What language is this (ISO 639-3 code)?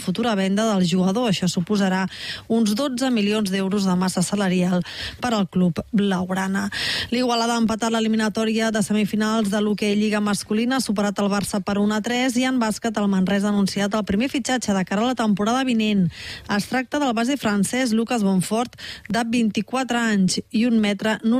cat